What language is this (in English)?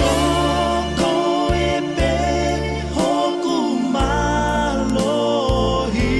Tongan